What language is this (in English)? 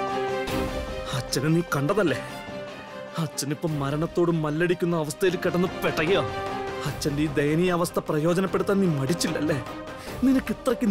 Malayalam